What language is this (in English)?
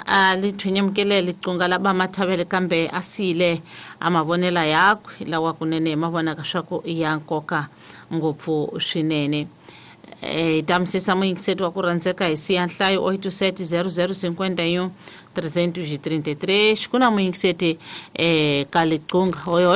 Tsonga